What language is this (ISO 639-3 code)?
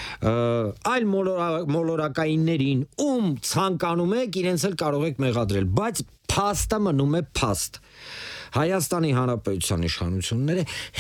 hye